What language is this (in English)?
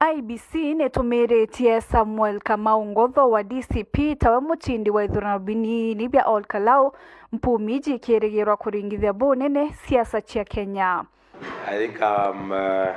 Meru